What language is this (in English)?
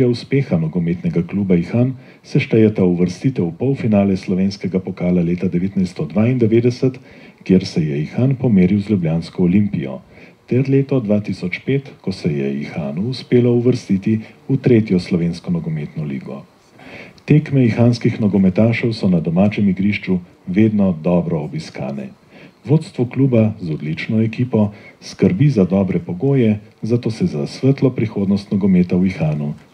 Slovenian